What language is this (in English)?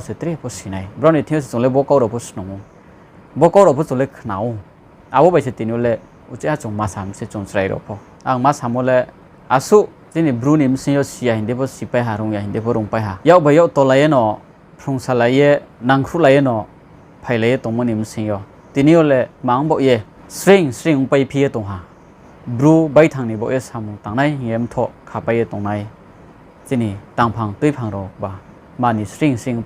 Riang (India)